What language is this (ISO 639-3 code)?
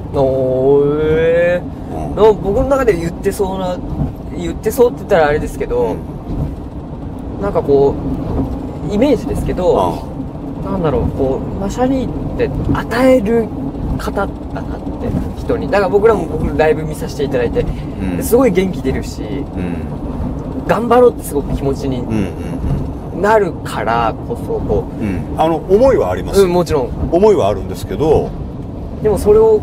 jpn